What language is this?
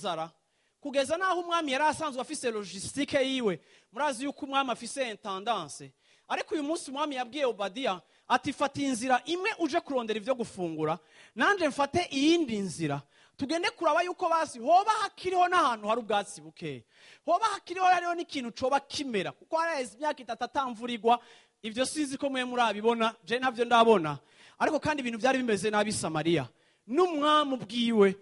Rundi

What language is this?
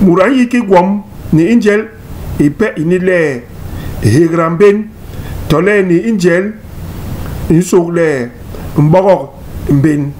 Basaa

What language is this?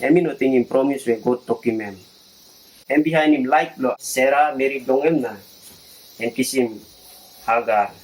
Tok Pisin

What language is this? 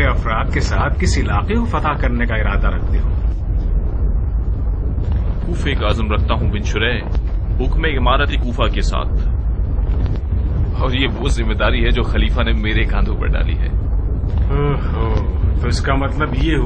Urdu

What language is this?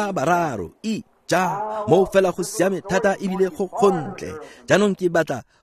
Tswana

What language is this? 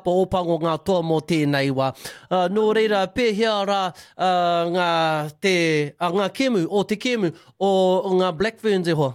Māori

